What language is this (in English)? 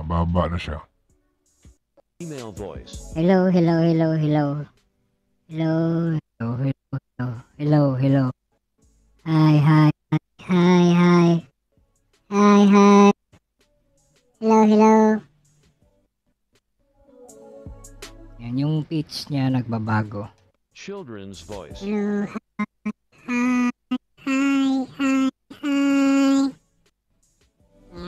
Filipino